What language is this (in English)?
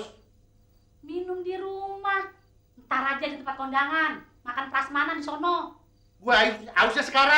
Betawi